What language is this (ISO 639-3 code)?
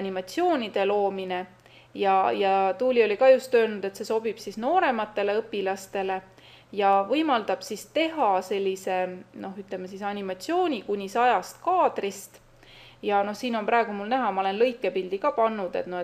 est